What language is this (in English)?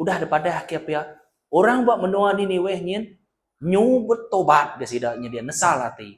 Iban